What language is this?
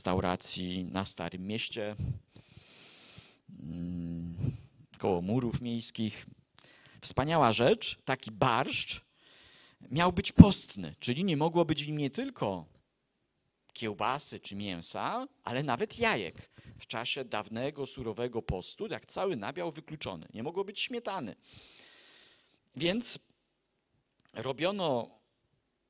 Polish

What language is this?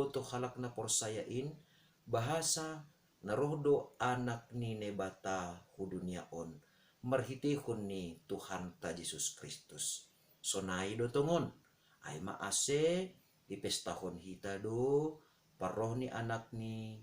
Batak Simalungun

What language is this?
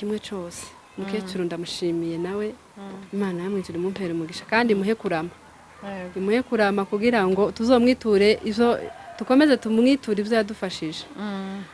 Kinyarwanda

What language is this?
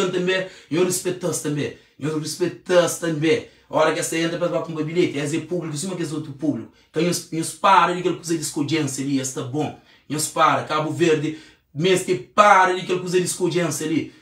Kabuverdianu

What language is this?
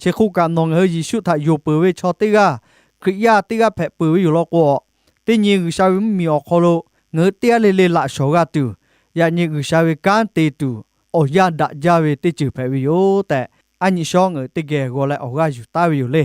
Lahu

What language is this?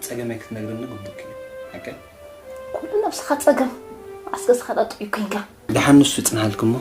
Tigrinya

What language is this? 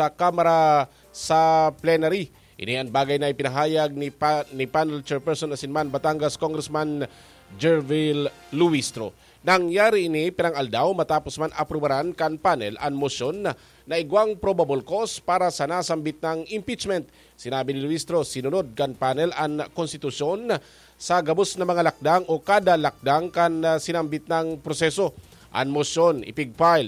Bikol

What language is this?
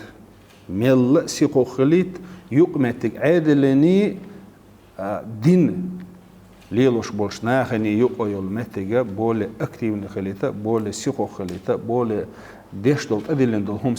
Chechen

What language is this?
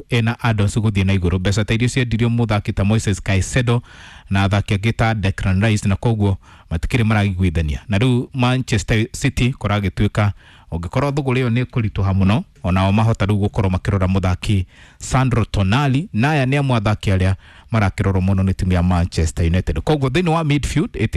Kikuyu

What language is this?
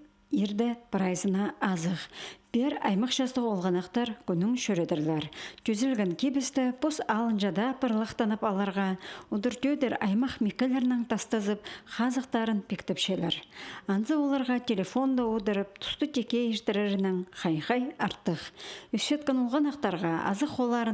Khakas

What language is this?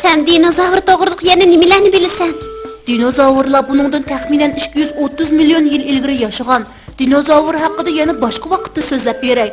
Uyghur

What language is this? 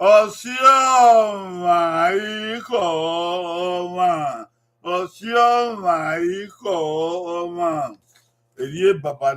Bini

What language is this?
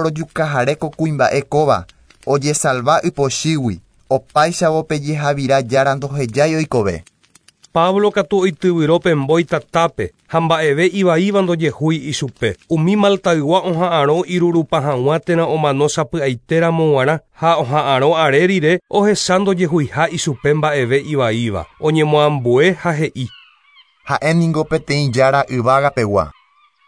Guarani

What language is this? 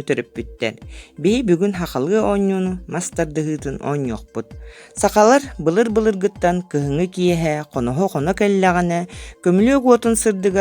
Yakut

